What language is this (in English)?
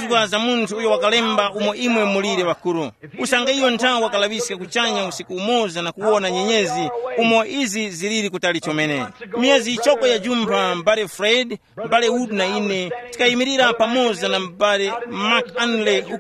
Tumbuka